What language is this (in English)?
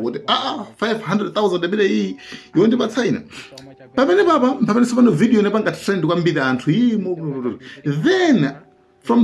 Nyanja